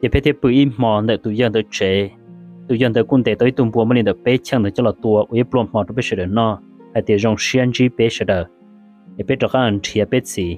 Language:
Hmong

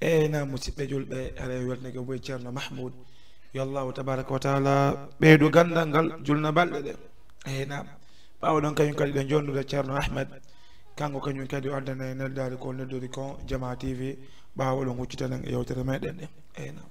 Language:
Fula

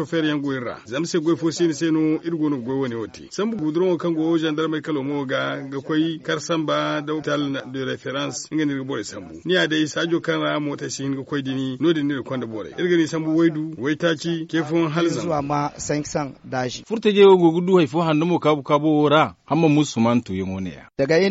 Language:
Zarma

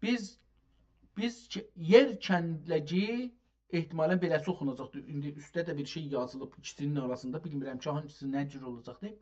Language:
South Azerbaijani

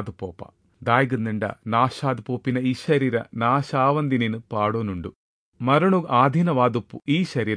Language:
Tulu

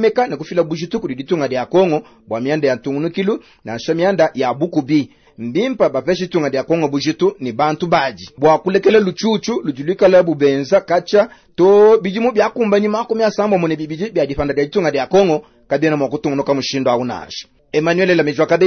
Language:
Luba-Lulua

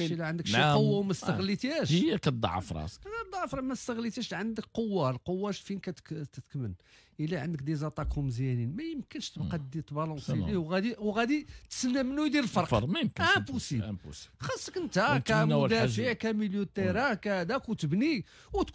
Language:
Moroccan Arabic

